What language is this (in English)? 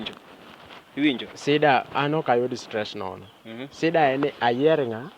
Luo (Kenya and Tanzania)